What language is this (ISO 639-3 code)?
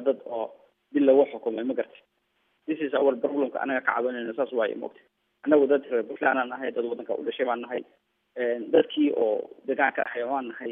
som